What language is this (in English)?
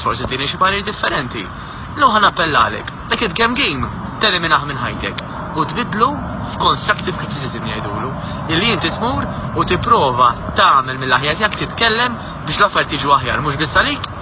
Maltese